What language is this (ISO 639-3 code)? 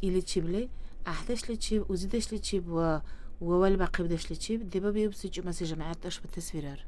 dar